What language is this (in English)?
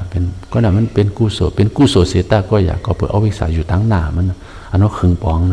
Shan